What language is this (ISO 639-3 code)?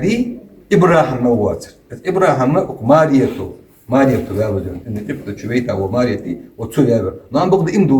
inh